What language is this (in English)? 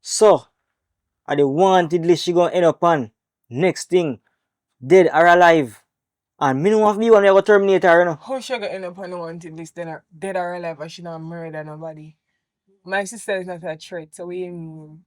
Jamaican Creole English